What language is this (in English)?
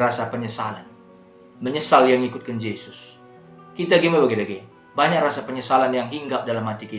Batak Karo